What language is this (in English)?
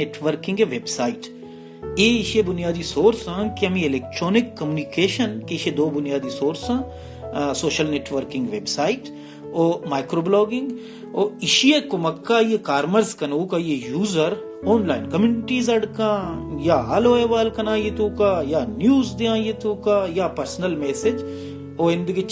Baluchi